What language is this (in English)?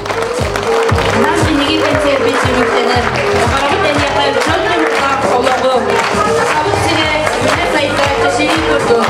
Yakut